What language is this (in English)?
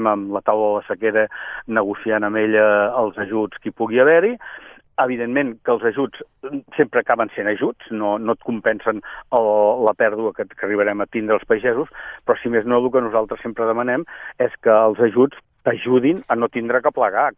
Catalan